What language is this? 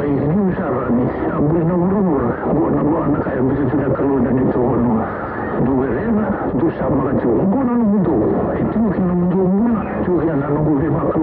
Fijian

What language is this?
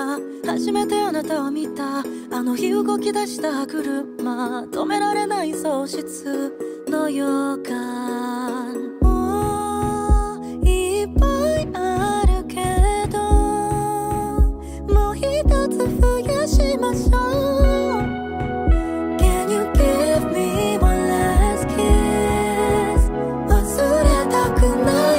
Japanese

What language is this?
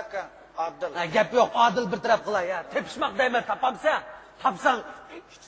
Uyghur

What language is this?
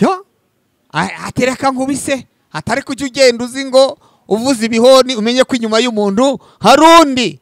Kinyarwanda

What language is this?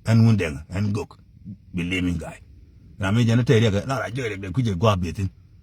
Nuer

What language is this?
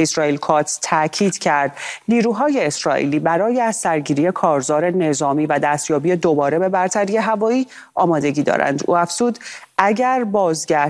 Persian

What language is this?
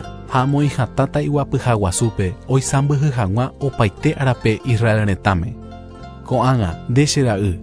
Guarani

